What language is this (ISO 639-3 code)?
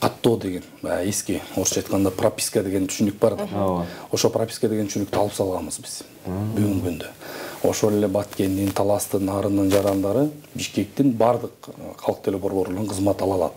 kir